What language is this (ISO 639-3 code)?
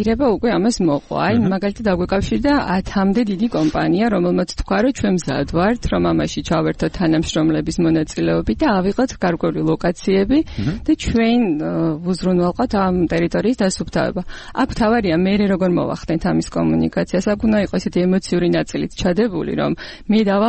kat